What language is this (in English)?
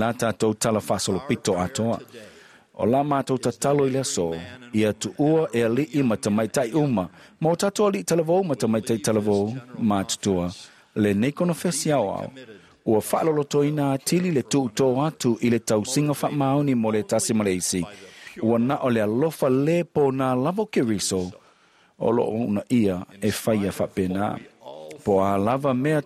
Samoan